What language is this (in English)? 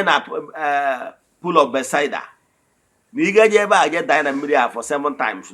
Igbo